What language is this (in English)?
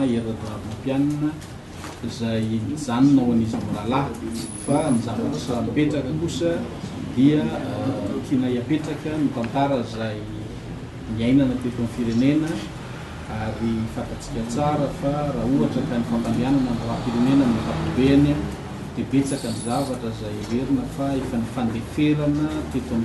Malagasy